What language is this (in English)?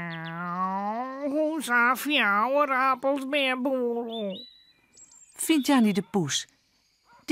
Western Frisian